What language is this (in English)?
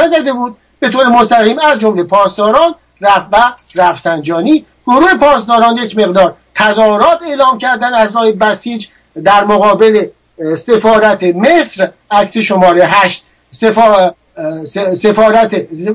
Persian